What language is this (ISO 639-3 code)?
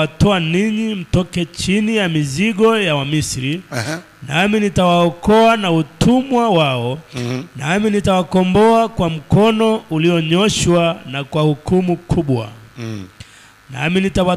swa